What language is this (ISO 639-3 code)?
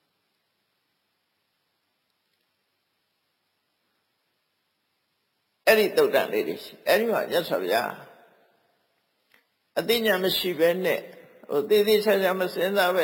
mya